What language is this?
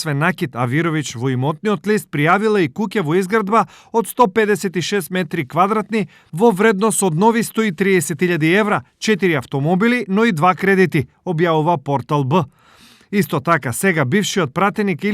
Macedonian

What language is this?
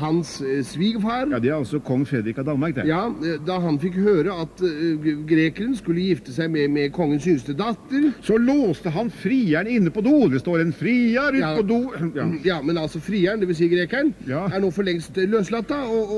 Norwegian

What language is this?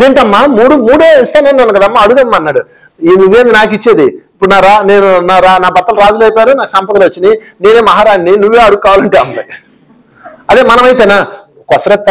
Telugu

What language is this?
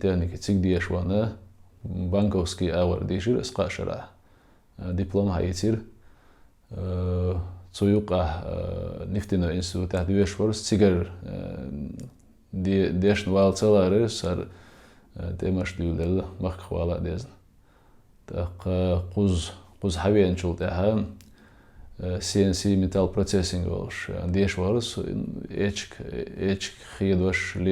Chechen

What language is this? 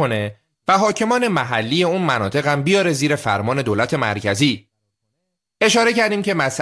Persian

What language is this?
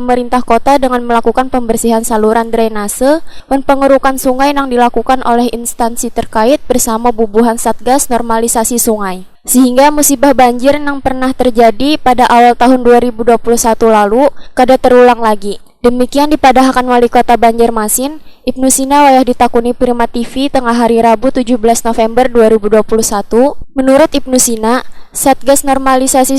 Banjar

